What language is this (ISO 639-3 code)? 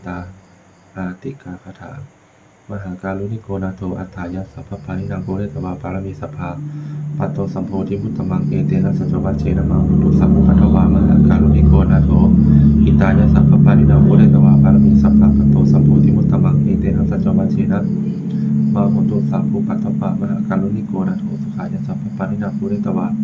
pli